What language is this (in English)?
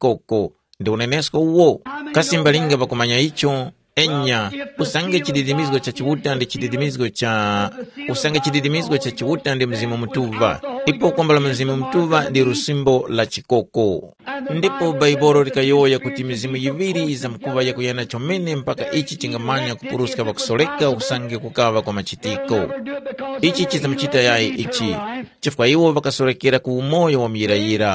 Tumbuka